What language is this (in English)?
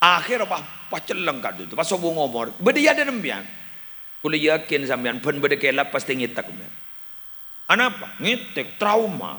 Madurese